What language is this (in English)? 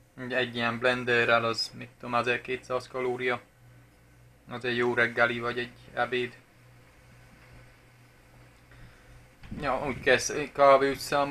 Hungarian